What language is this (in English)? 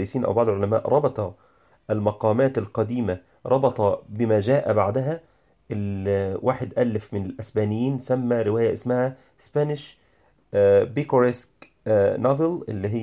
Egyptian Arabic